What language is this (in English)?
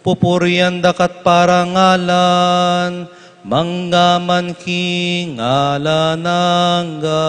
Pampanga